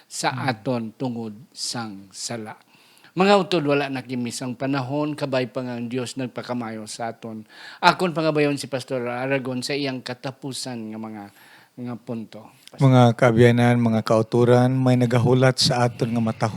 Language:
Hiligaynon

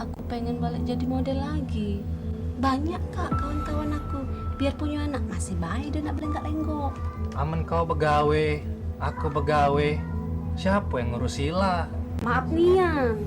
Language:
Musi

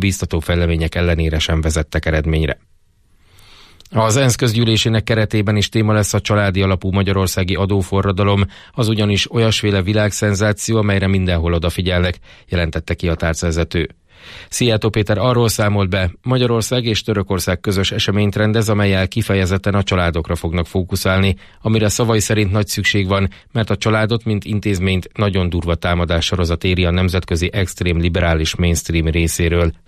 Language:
Hungarian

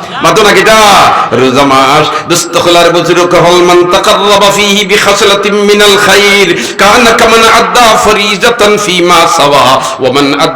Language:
Sylheti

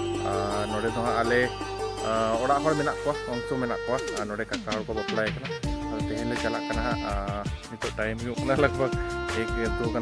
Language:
Santali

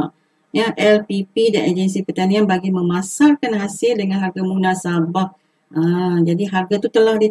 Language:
Malay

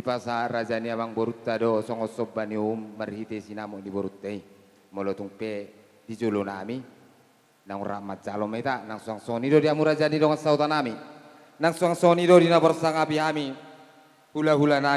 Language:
Batak Toba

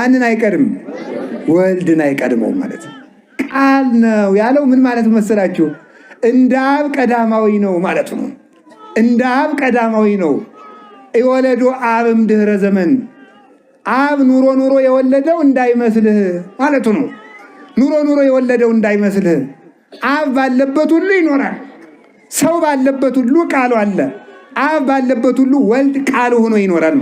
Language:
Amharic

